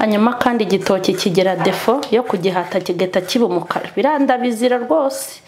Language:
Kinyarwanda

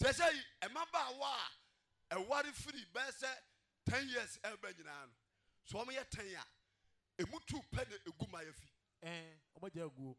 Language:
Akan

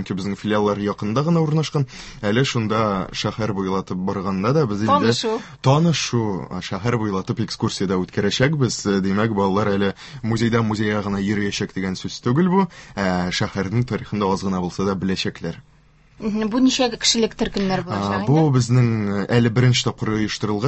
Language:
Tatar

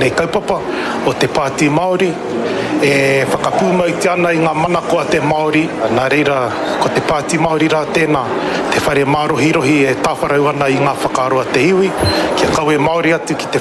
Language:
Māori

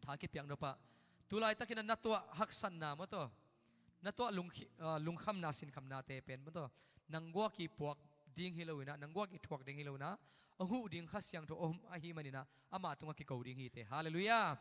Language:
Tedim Chin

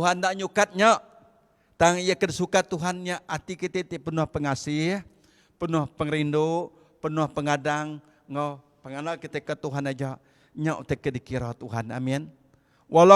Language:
Iban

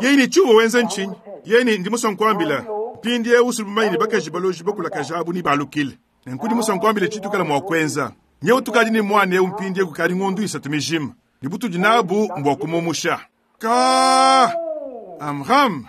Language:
Luba-Lulua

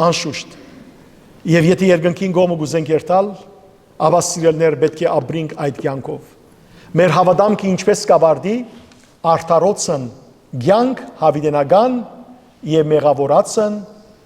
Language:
Western Armenian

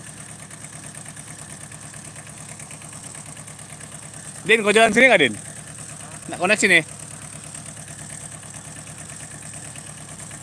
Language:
Indonesian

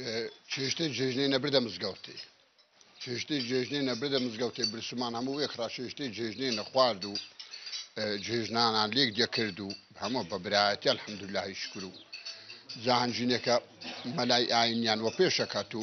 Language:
Central Kurdish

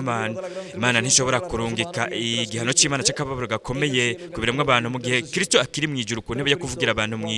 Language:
Rundi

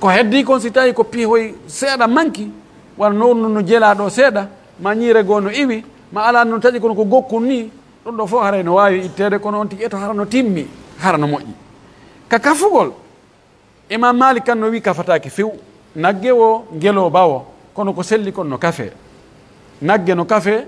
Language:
Pular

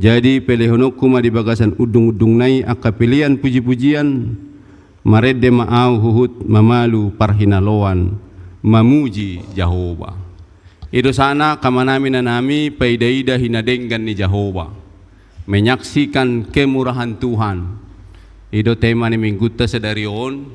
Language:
Batak Toba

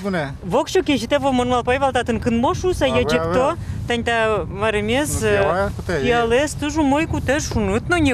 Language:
Udmurt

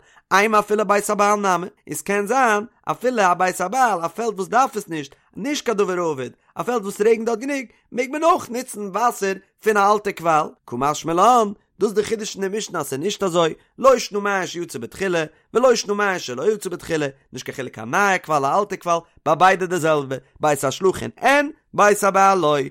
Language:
Yiddish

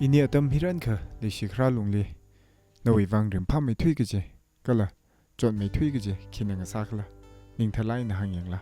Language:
Tangkhul Naga (India)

